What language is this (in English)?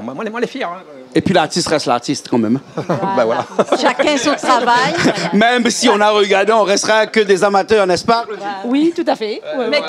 Réunion Creole French